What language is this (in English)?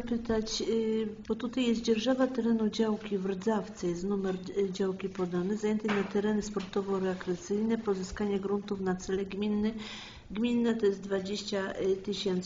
Polish